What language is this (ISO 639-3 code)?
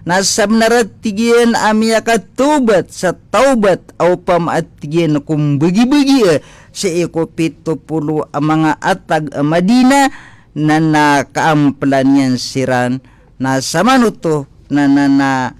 mrw